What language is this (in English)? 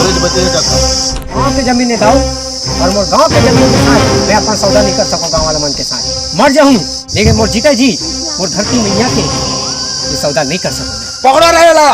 Chhattisgarhi